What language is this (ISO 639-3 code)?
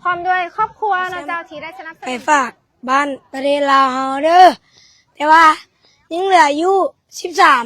lao